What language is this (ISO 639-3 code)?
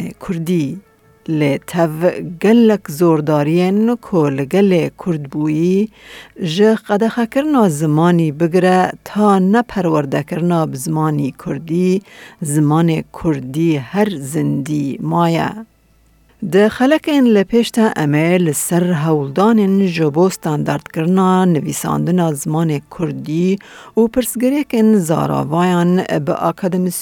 kur